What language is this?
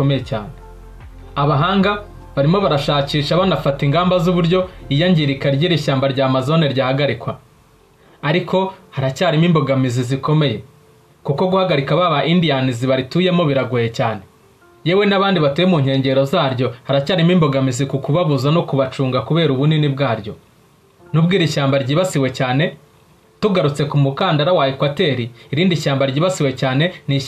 Kinyarwanda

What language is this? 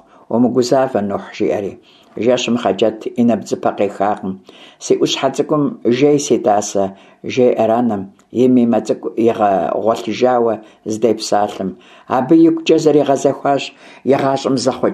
Kabardian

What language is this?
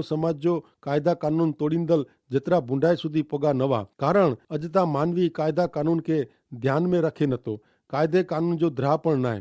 Kachhi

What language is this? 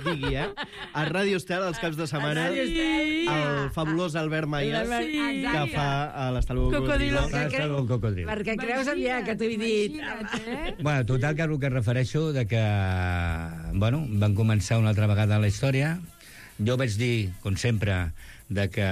Catalan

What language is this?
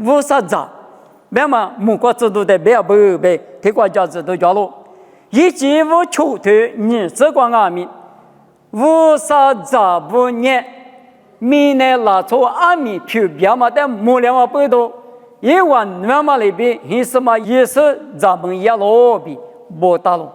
Lisu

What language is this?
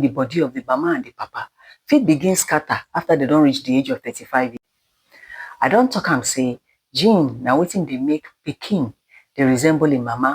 Nigerian Pidgin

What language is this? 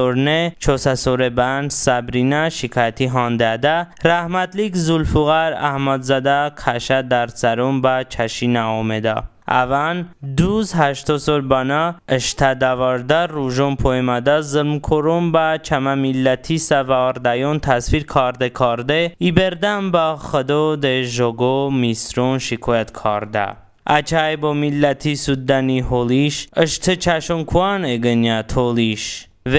Talysh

